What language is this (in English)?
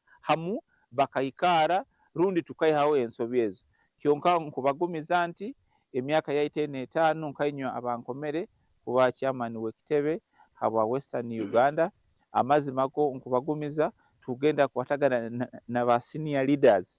Nyankole